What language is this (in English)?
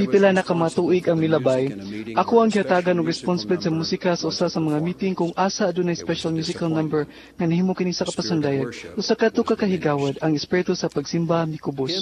Cebuano